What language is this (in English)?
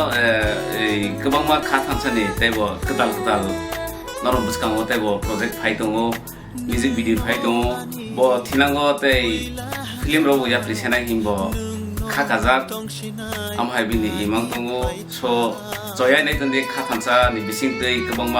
Kok Borok